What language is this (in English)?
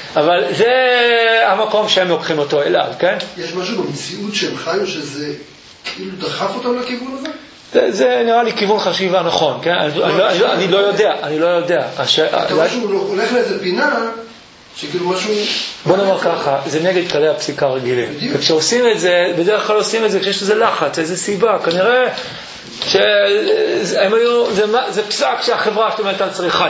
Hebrew